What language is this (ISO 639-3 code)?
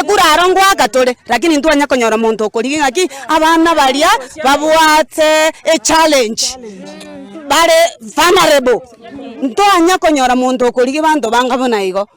guz